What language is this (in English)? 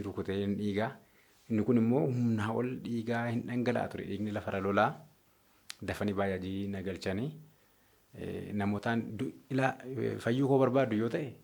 Oromo